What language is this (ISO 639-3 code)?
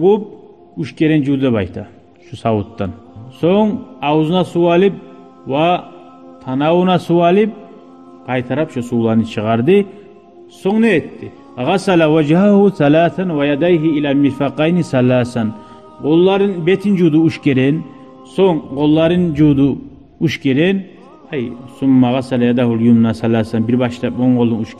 kum